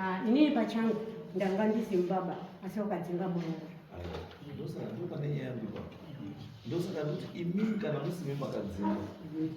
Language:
Shona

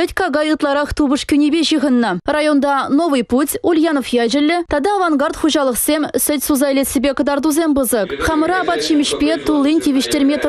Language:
Chuvash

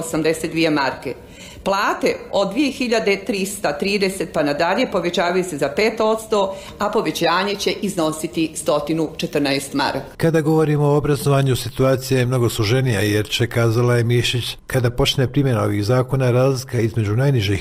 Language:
Croatian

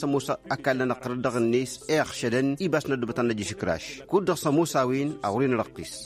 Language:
Tamasheq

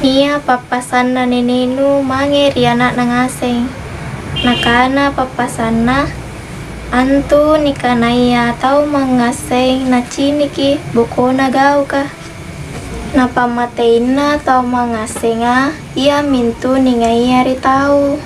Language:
Makasar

